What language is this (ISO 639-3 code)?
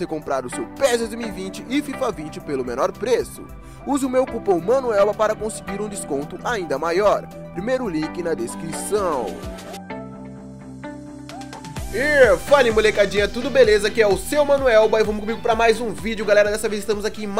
por